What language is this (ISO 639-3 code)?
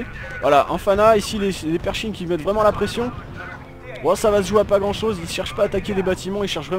fra